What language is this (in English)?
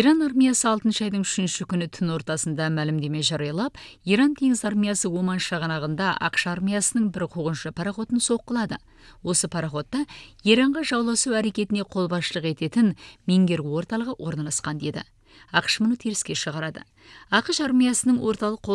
Kazakh